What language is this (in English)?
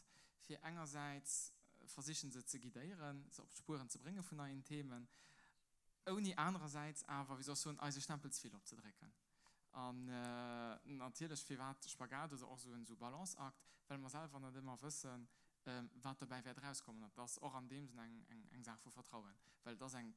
Luxembourgish